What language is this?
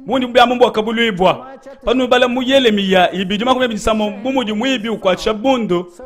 Luba-Lulua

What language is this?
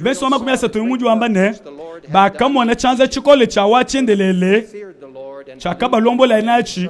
Luba-Lulua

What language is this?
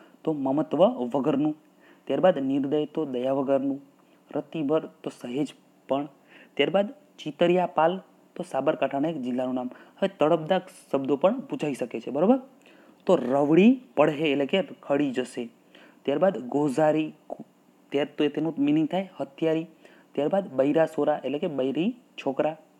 Gujarati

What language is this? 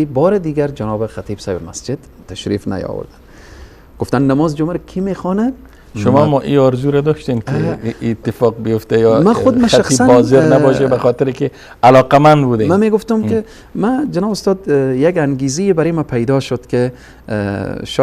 Persian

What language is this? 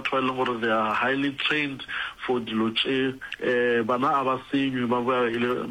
Northern Sotho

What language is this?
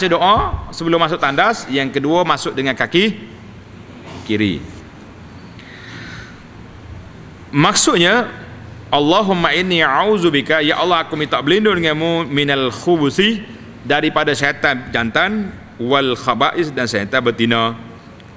Malay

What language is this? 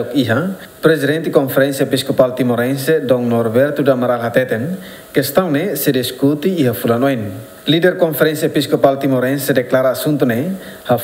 Tetum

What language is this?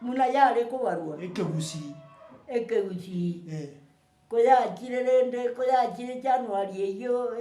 Gusii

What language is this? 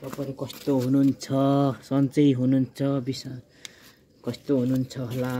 Nepali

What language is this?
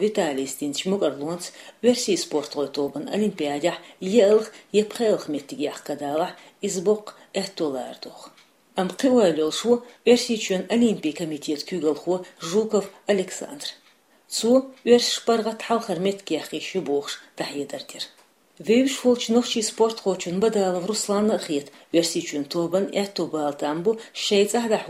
Chechen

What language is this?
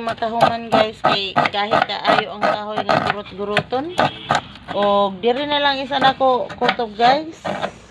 Cebuano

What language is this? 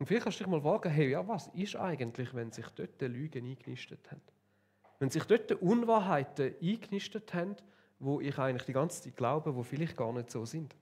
Swiss German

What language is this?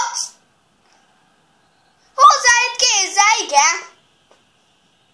Hungarian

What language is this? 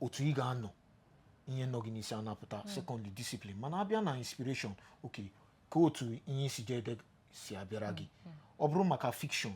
Igbo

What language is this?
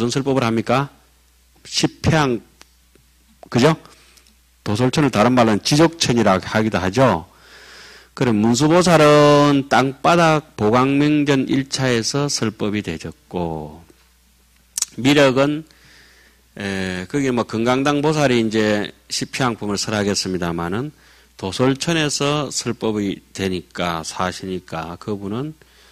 Korean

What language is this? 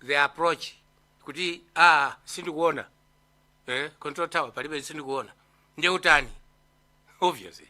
Nyanja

